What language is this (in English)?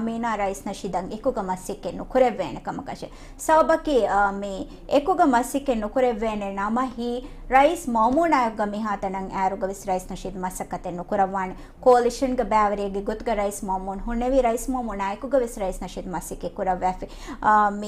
Divehi